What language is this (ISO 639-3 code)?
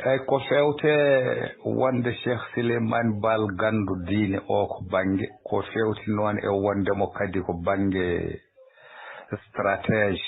ful